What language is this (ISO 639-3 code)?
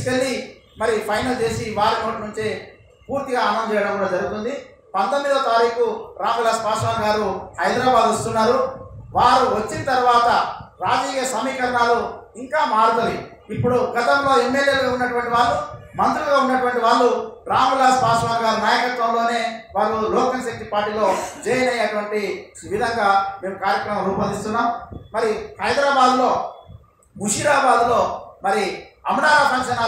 tel